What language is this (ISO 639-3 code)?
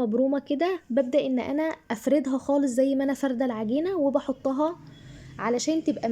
arz